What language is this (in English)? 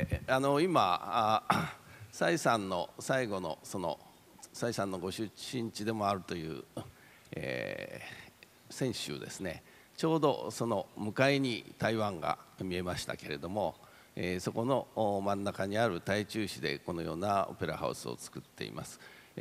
Japanese